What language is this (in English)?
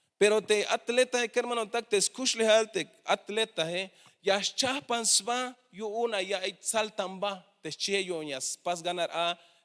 Tzeltal